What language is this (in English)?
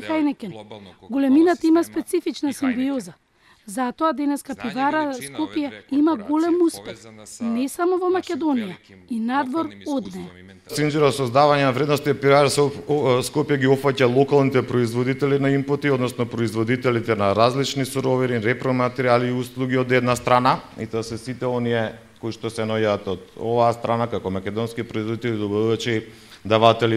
Macedonian